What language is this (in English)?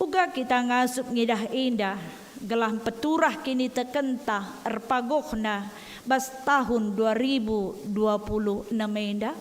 Batak Karo